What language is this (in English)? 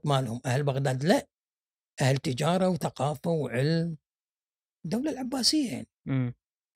Gulf Arabic